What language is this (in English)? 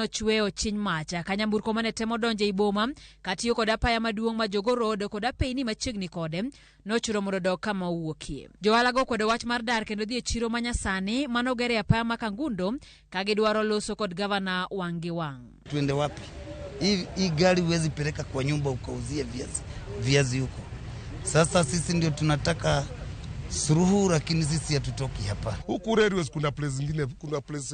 Luo (Kenya and Tanzania)